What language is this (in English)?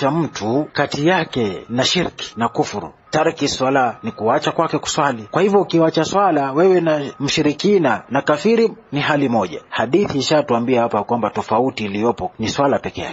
Swahili